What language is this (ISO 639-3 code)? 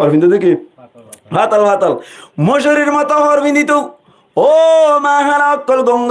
rhg